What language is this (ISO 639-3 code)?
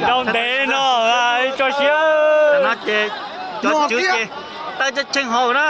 hmn